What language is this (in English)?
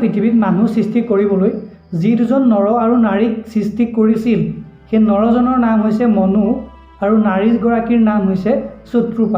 Assamese